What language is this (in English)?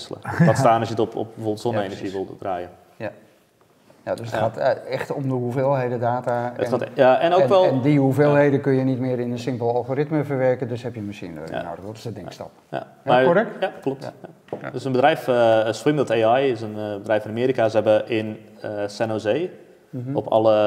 Dutch